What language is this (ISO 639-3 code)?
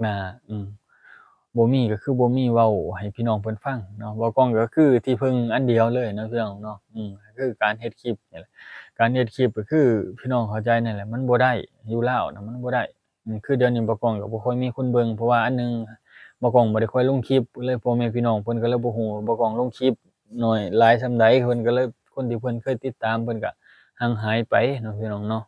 lao